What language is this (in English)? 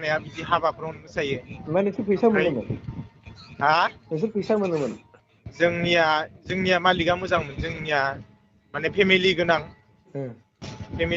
Bodo